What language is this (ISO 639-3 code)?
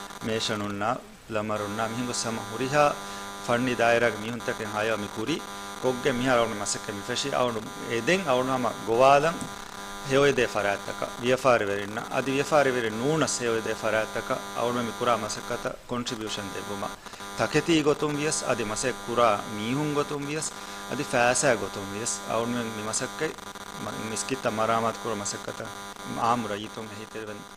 div